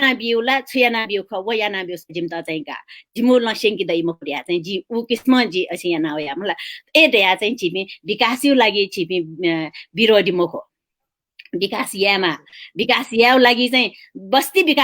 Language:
Newari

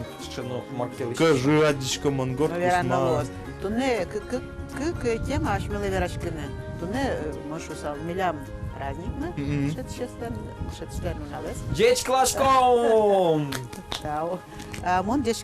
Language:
Udmurt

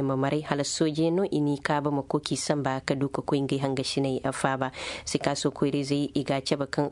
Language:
Zarma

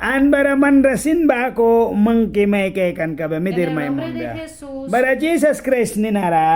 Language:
Mískito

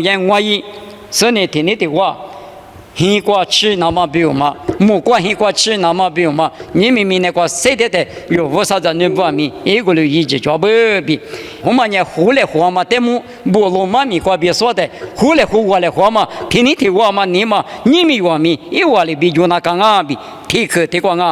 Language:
Lisu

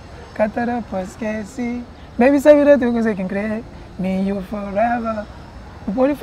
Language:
Kabuverdianu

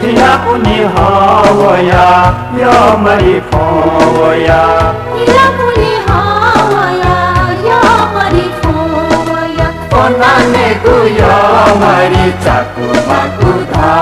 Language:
Newari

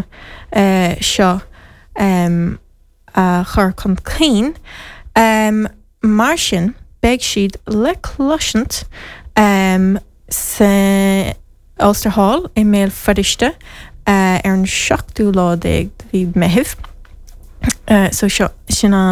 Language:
Irish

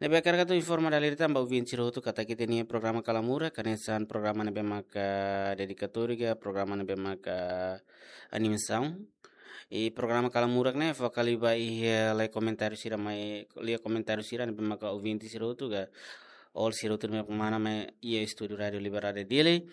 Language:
Tetum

